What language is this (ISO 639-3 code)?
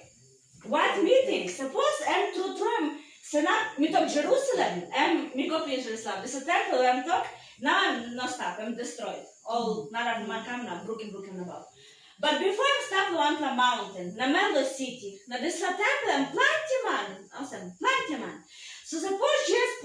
tpi